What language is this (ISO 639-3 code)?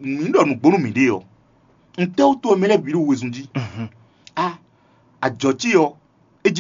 fon